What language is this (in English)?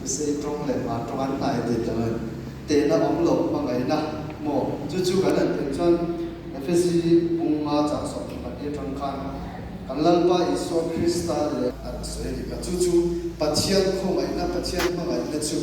Hmar